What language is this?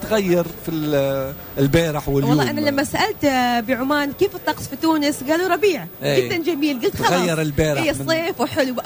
Tunisian Arabic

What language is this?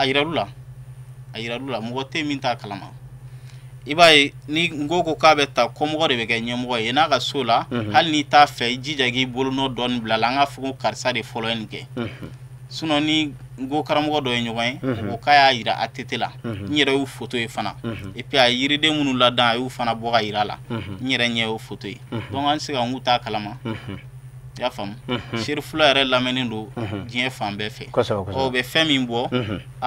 Bambara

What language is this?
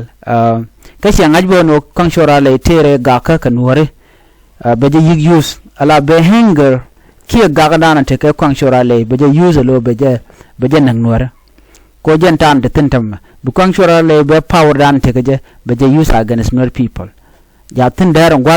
Nuer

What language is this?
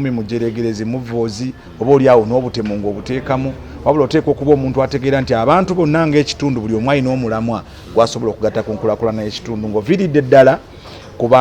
Ganda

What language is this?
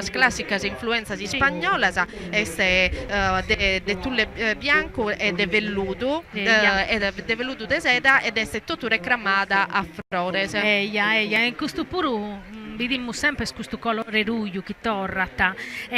Sardinian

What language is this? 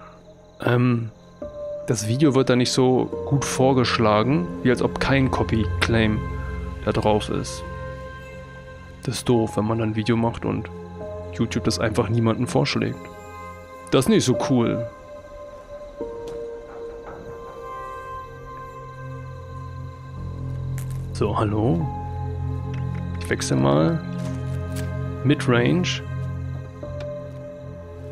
German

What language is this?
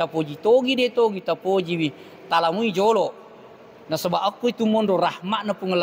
Buginese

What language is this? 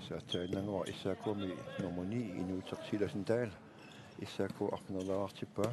Kalaallisut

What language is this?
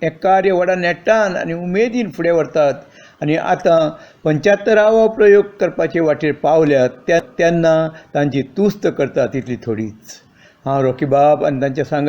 Konkani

